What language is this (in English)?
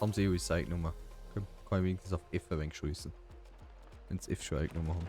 Bavarian